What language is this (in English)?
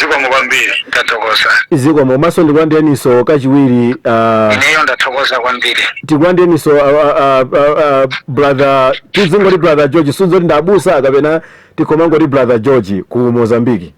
Nyanja